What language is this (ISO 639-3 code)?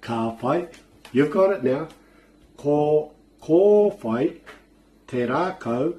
mri